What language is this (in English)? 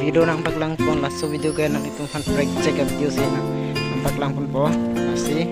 Karbi